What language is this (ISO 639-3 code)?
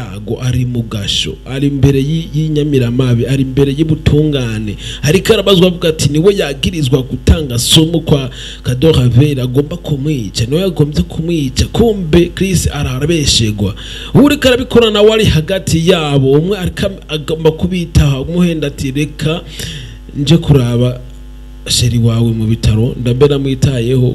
run